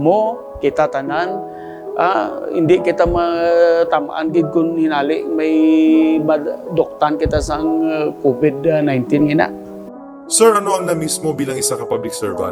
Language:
Hiligaynon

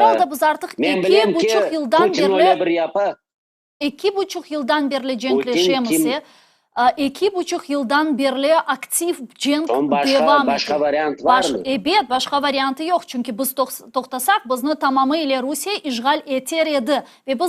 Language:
Crimean Tatar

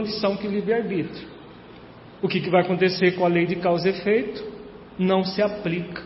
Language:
Portuguese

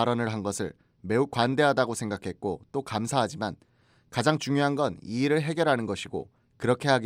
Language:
Korean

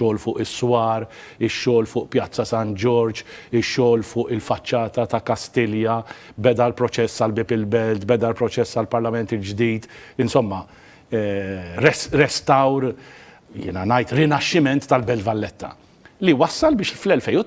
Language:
Maltese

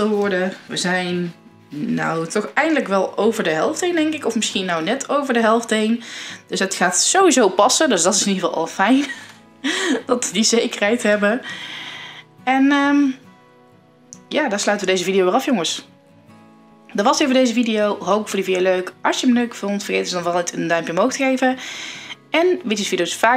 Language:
Dutch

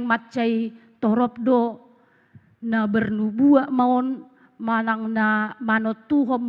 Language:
Batak Toba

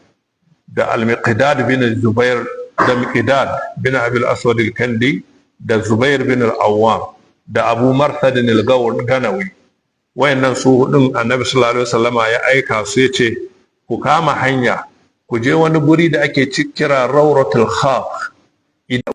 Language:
Hausa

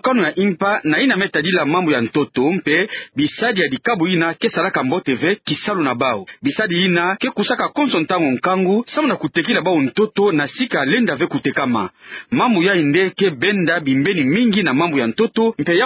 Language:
Kituba (Democratic Republic of Congo)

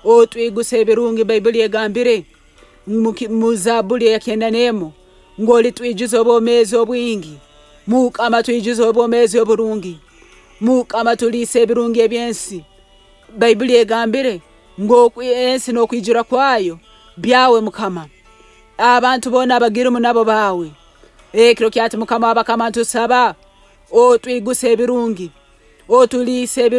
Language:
Nyoro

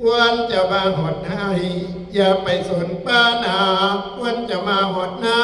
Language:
Northeastern Thai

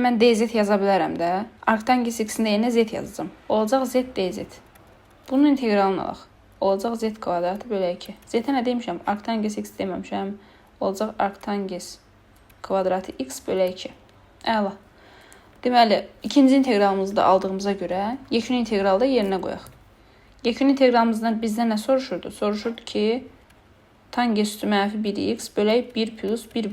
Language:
Azerbaijani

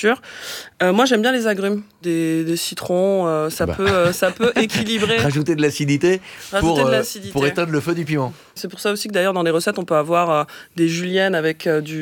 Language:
French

